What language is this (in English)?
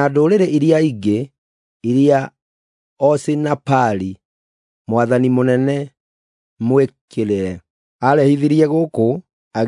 Kikuyu